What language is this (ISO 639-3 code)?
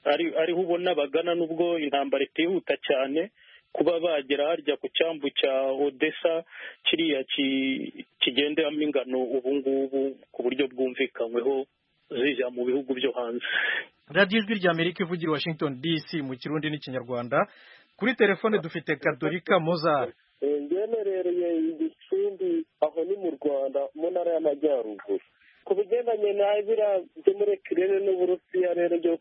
kin